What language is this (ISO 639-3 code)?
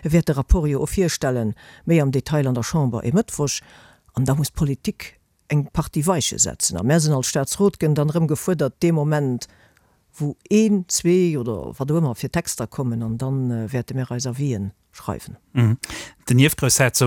ltz